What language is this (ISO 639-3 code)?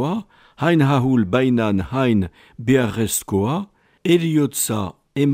eus